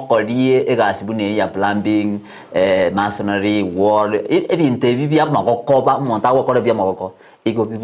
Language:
Gusii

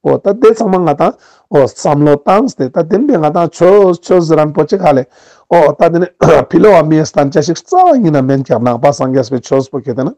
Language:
Ladakhi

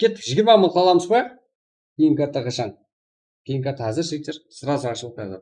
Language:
Kara-Kalpak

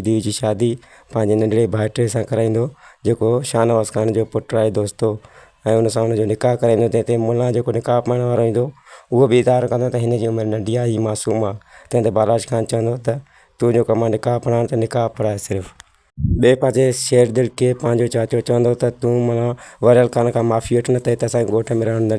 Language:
Sindhi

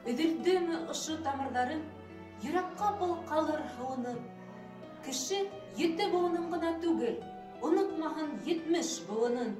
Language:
Bashkir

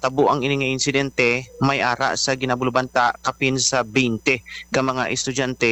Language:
Hiligaynon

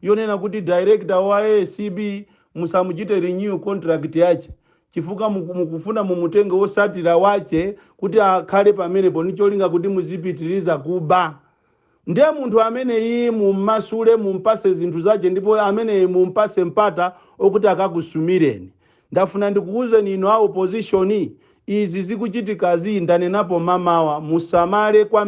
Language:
Nyanja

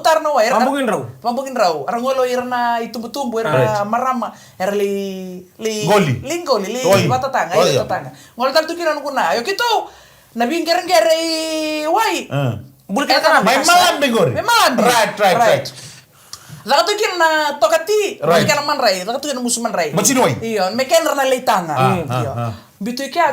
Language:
Fijian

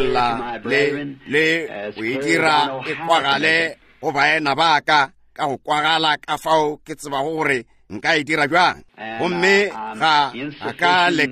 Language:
Northern Sotho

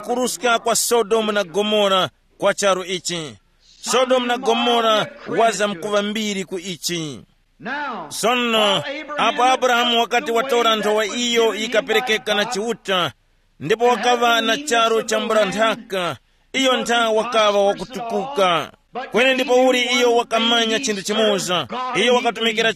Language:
Tumbuka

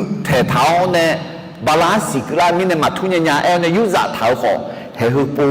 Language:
Akha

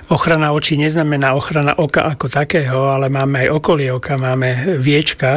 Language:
Slovak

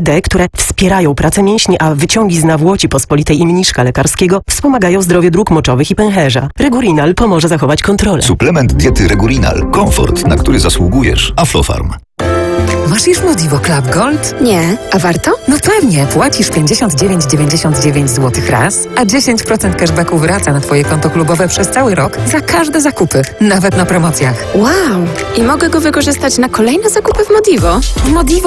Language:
Polish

